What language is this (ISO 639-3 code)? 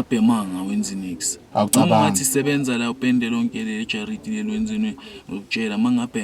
zul